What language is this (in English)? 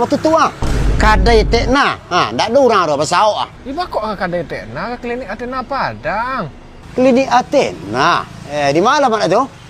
Minangkabau